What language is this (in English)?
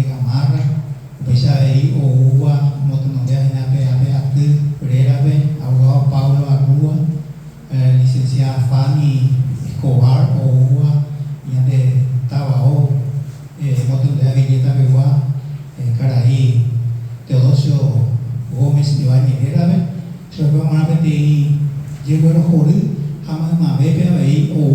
Guarani